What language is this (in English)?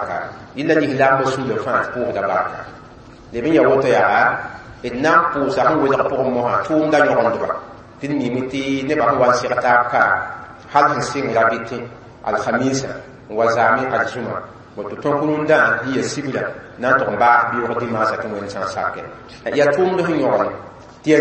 Mossi